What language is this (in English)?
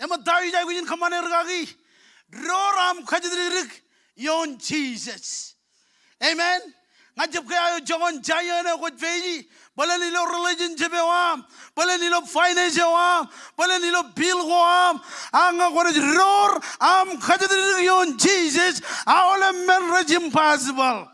Marshallese